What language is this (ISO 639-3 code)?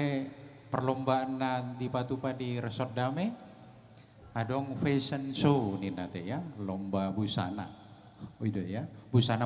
bbc